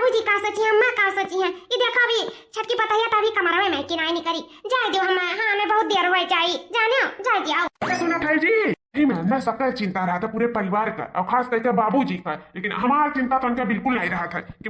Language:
Awadhi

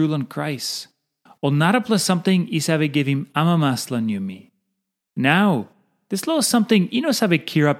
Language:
Tok Pisin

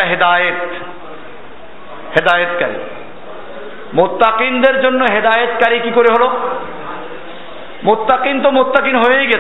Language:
Bangla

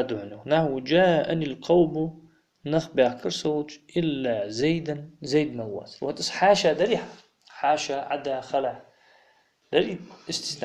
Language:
Ingush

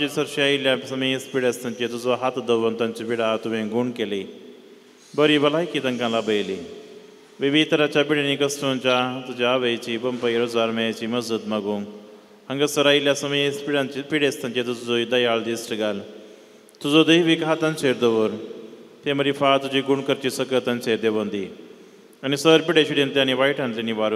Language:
Konkani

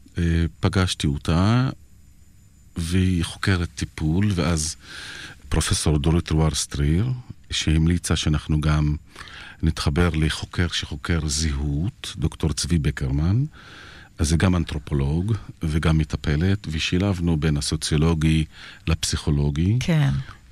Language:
Hebrew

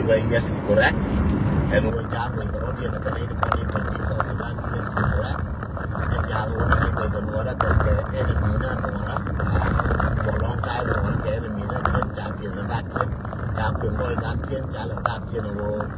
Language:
Nuer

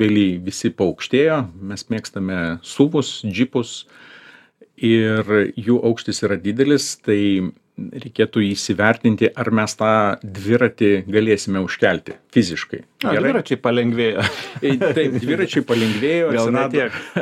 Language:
Lithuanian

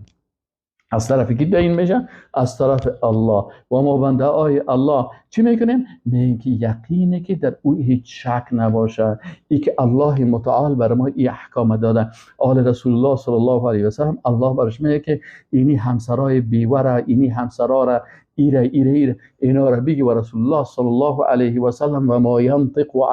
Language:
Persian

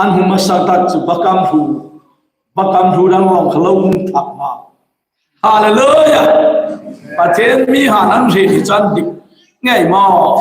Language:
Hmar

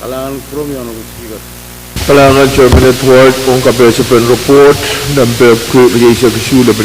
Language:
Pohnpeian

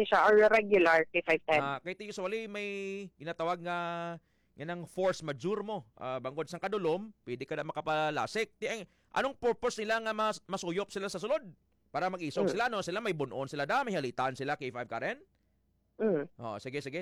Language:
Hiligaynon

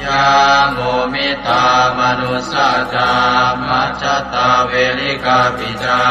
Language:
Pali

